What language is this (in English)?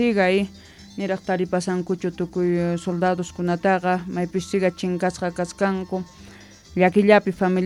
Quechua